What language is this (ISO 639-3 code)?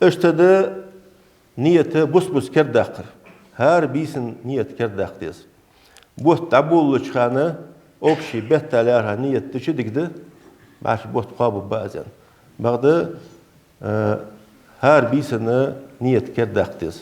inh